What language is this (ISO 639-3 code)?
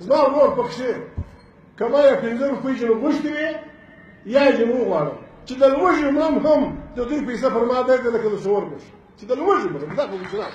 pus